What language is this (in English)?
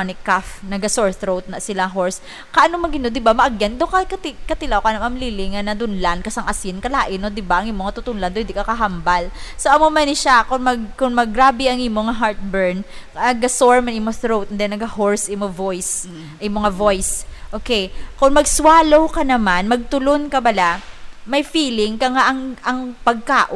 Hiligaynon